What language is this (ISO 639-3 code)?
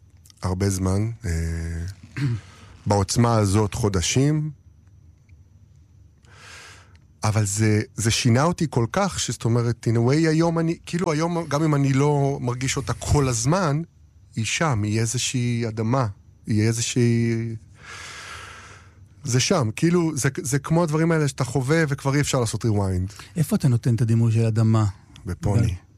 heb